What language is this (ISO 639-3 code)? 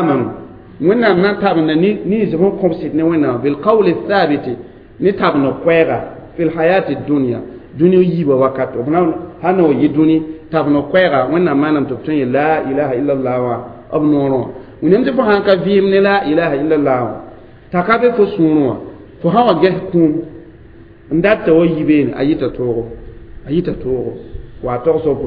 mos